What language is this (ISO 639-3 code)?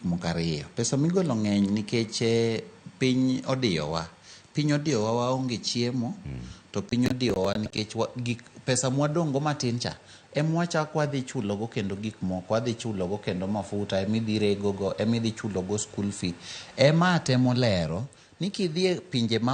luo